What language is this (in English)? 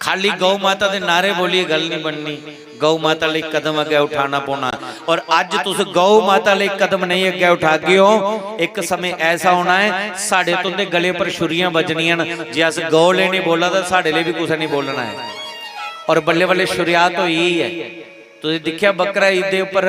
Dogri